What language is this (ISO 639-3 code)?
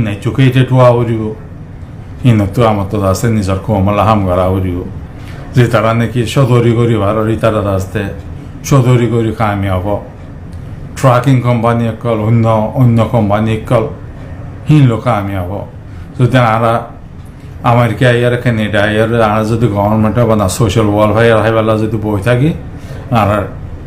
rhg